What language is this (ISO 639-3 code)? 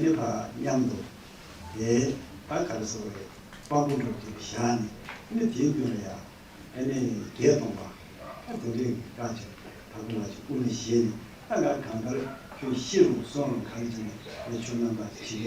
bod